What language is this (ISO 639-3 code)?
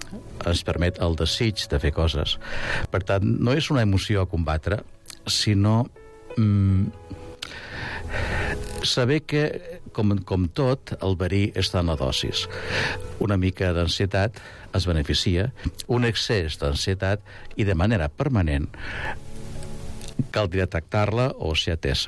cat